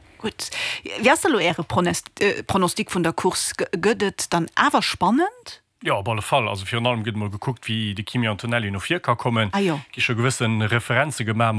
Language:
Luxembourgish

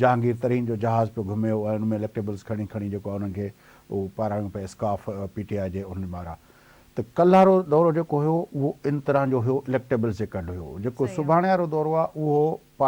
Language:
Sindhi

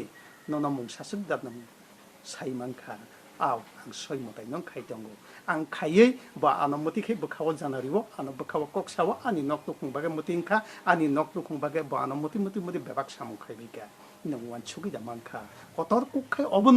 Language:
Kok Borok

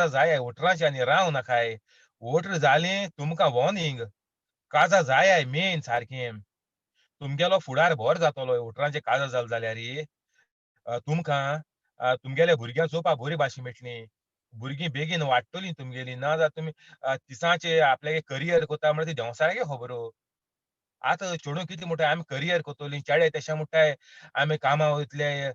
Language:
Konkani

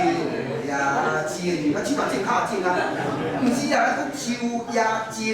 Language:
Min Nan Chinese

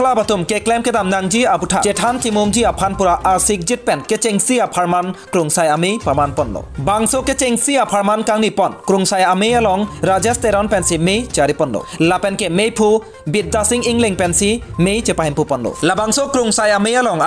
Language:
Karbi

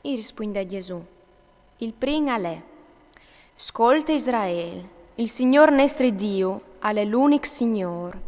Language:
Friulian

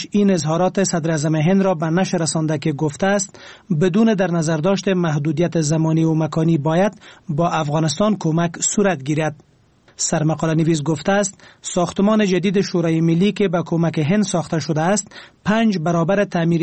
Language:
Persian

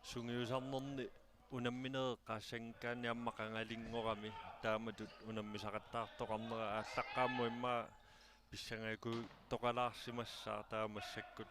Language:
Kalaallisut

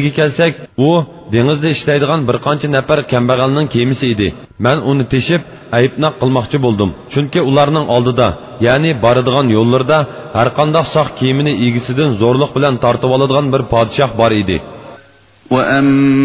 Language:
Uyghur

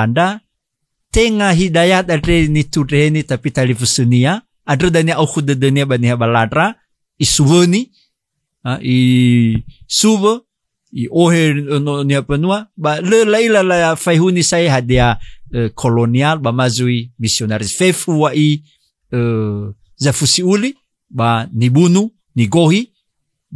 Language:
Nias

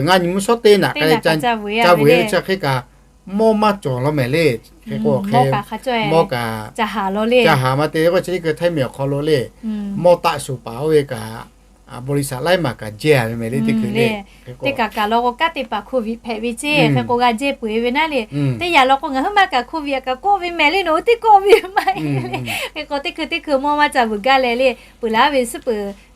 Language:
Lahu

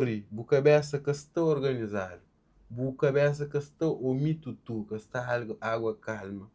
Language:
Kabuverdianu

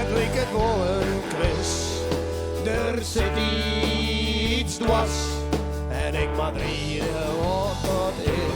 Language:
Western Frisian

